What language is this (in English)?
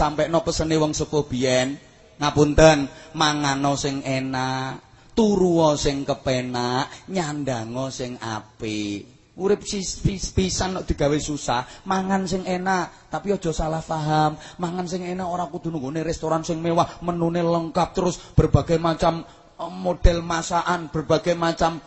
Javanese